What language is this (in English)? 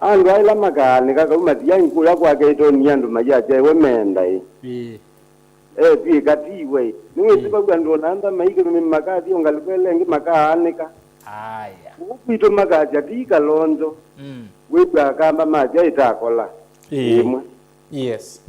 Kamba